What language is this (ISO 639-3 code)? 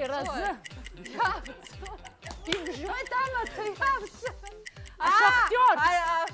abk